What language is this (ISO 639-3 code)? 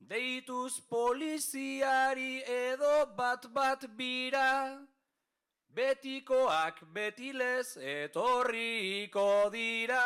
eus